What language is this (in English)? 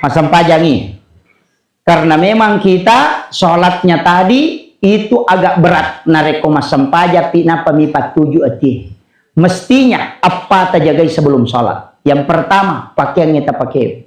Buginese